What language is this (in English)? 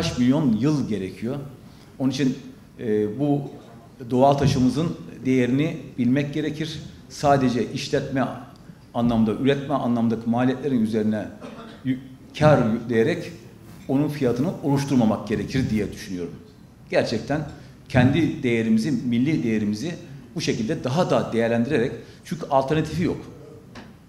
Turkish